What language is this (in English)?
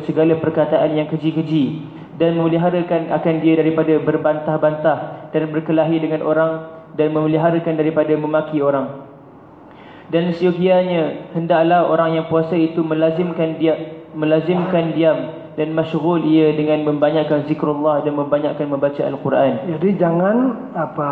Malay